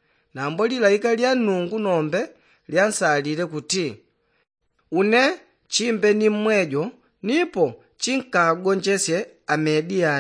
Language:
Yao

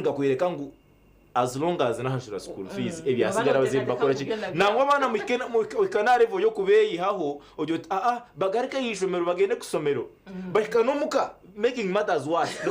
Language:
Nyankole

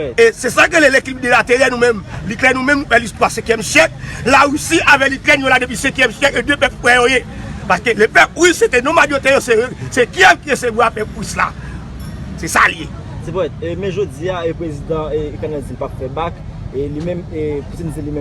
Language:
Haitian Creole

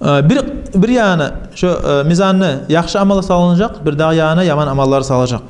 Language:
Kumyk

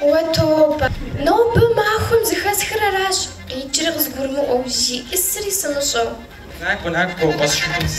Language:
Kabardian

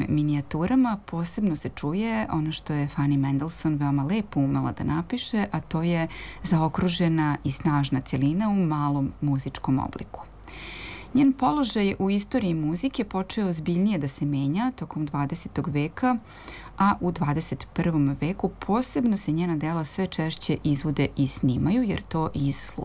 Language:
Serbian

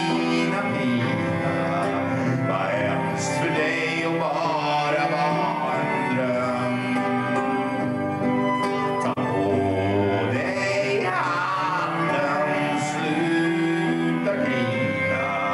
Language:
Swedish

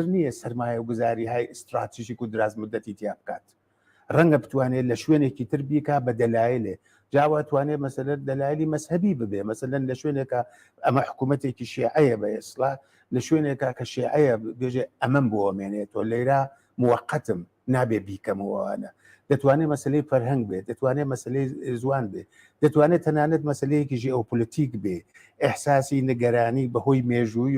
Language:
Central Kurdish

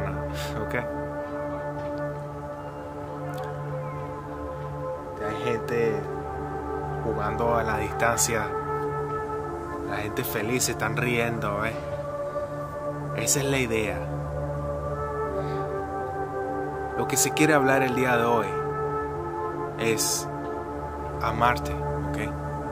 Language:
Spanish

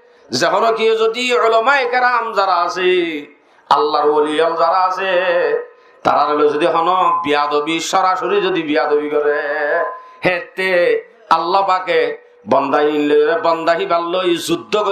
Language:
Rohingya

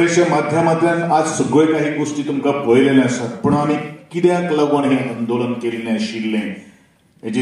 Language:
Konkani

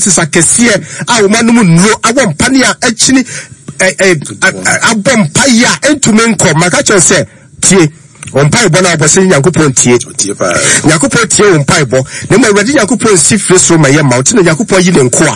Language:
Akan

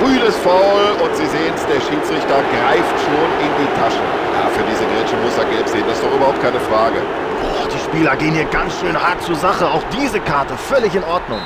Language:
Bavarian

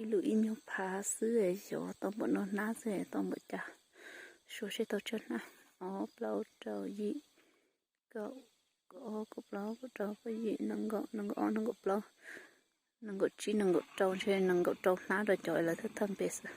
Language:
Hmong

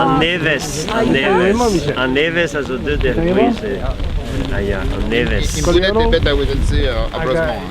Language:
Breton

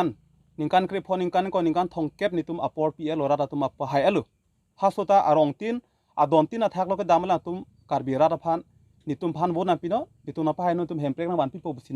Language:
Karbi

